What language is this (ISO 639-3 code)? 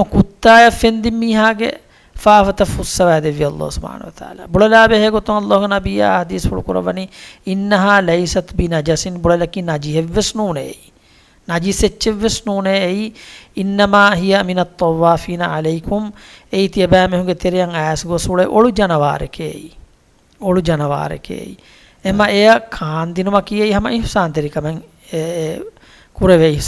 div